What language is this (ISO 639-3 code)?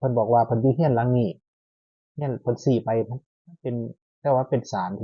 tts